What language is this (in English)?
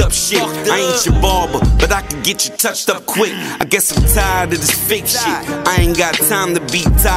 English